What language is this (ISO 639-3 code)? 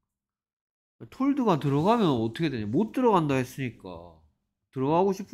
kor